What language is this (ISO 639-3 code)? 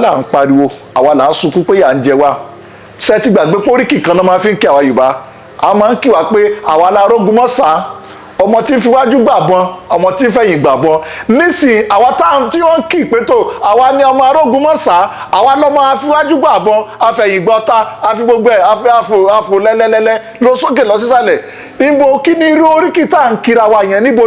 yor